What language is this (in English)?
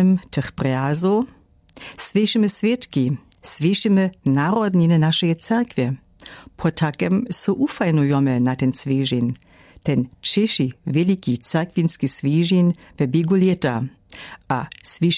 Lower Sorbian